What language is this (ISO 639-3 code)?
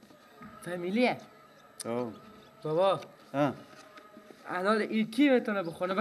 fas